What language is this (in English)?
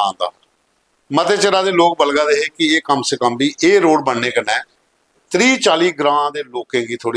Dogri